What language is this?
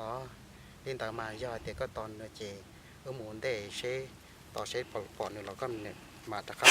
Hmong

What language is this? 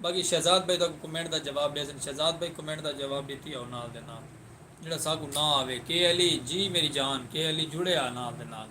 Saraiki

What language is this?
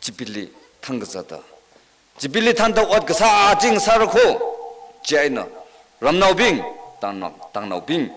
Tangkhul Naga (India)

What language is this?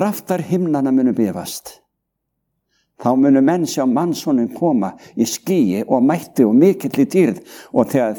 Icelandic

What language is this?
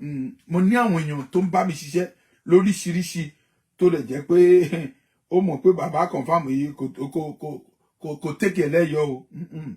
Yoruba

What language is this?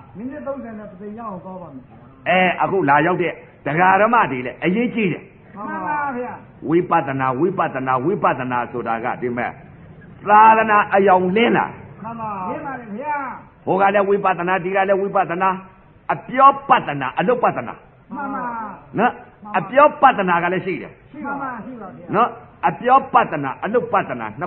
Burmese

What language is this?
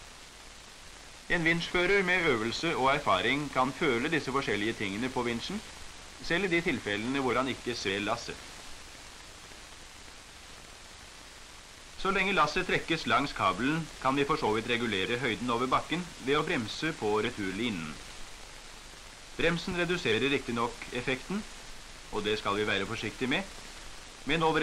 Norwegian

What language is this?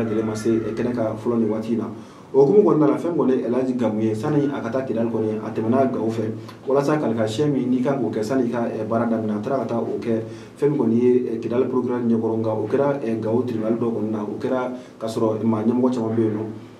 Bambara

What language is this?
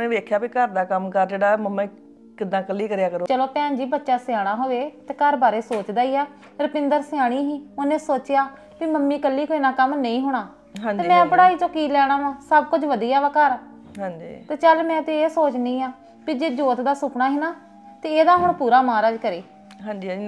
Punjabi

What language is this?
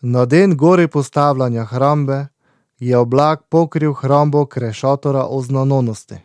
Slovenian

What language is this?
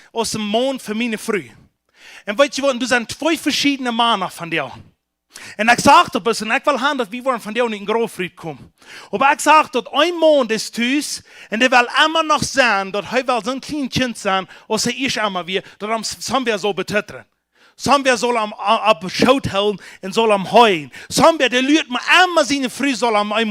Plautdietsch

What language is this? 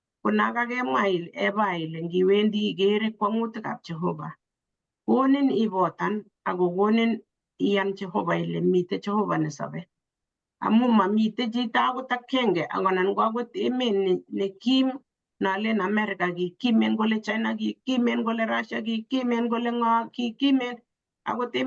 Kalenjin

